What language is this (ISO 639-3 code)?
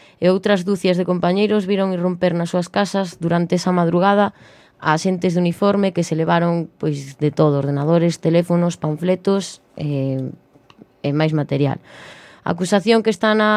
glg